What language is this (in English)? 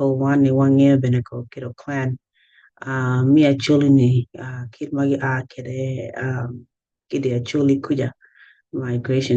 Acoli